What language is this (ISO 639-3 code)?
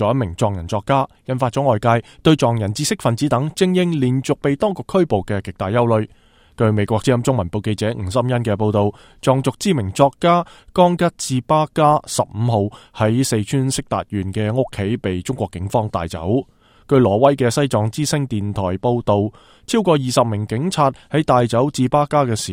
yue